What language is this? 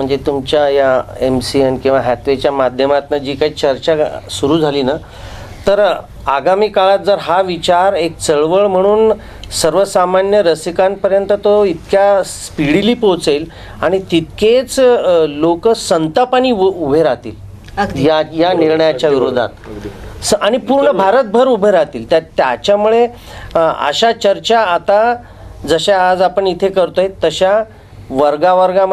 Marathi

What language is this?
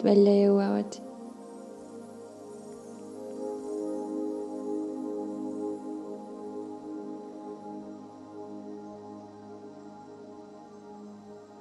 Estonian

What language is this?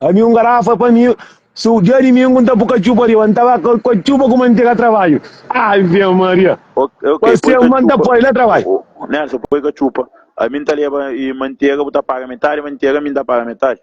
Kabuverdianu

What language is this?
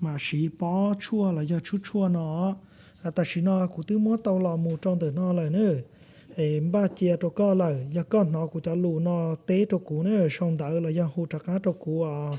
Hmong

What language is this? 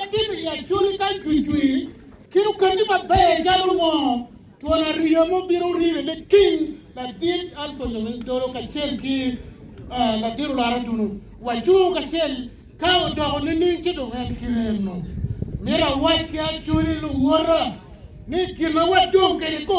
Acoli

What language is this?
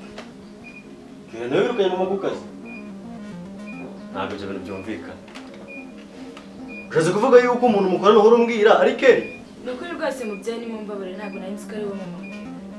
Kinyarwanda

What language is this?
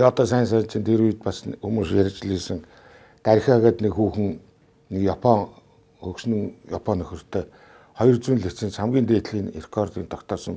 Mongolian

